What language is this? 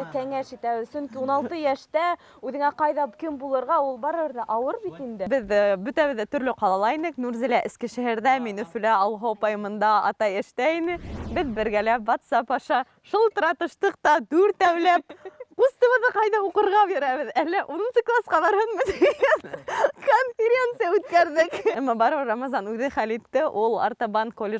Bashkir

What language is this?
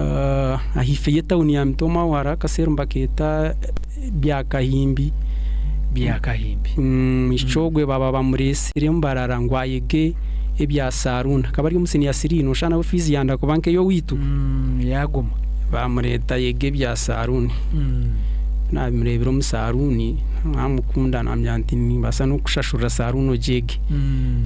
Nyankole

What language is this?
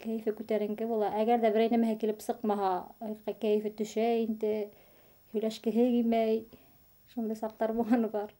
Bashkir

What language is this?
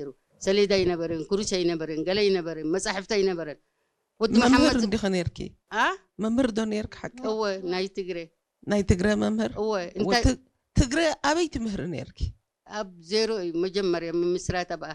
Tigrinya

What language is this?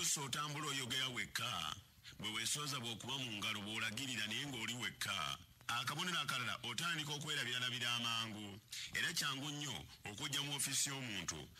Ganda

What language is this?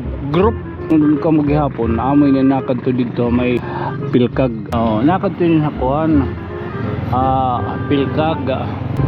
Waray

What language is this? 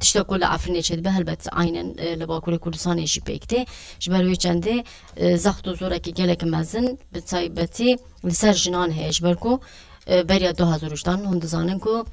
Kurdish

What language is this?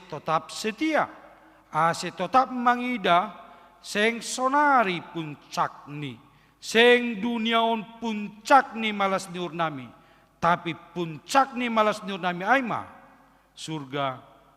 Batak Simalungun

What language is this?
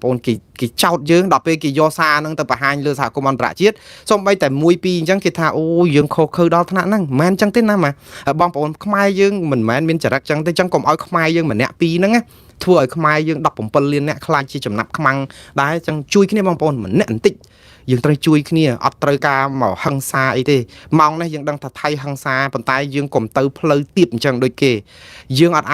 Khmer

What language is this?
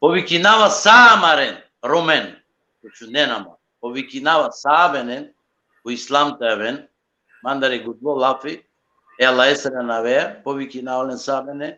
Balkan Romani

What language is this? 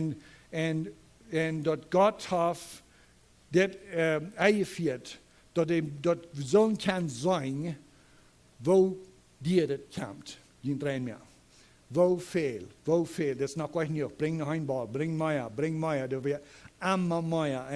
Plautdietsch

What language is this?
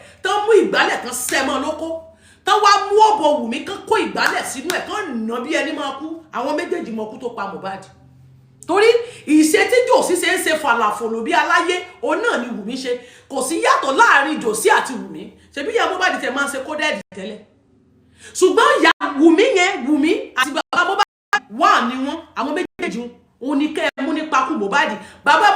Yoruba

